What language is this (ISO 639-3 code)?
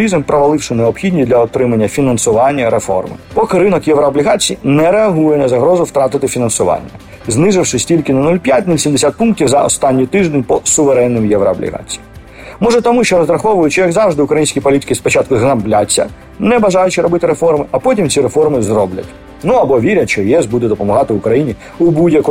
ukr